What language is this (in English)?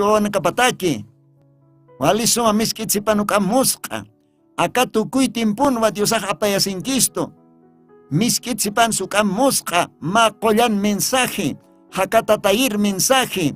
Aymara